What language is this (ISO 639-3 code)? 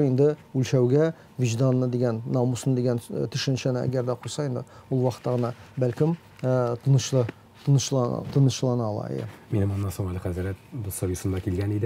tat